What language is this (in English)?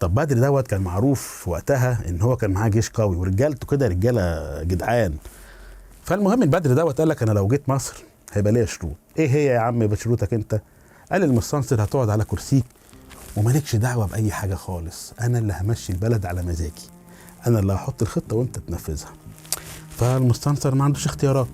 Egyptian Arabic